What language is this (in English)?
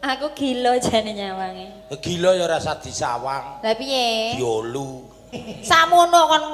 Javanese